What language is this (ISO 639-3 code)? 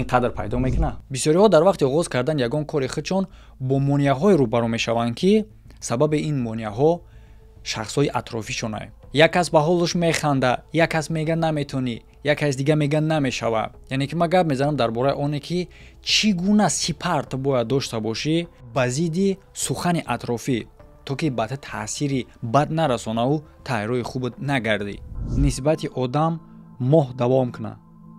tgk